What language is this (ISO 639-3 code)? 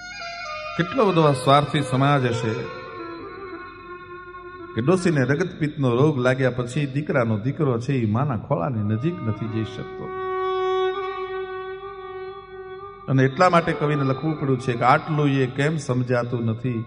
guj